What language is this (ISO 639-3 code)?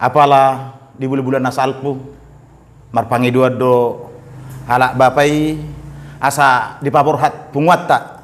bbc